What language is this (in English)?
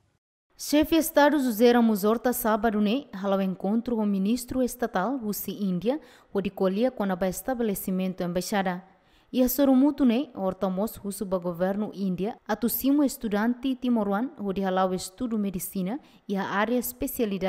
Tetum